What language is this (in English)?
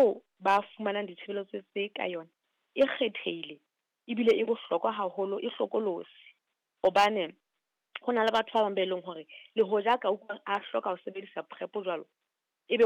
Southern Sotho